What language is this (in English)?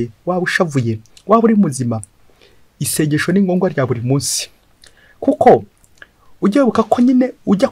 Kinyarwanda